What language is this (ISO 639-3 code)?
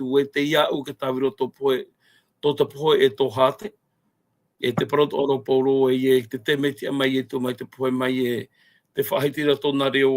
tah